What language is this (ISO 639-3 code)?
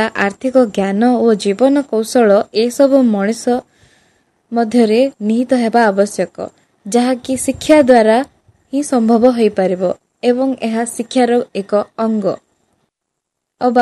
ori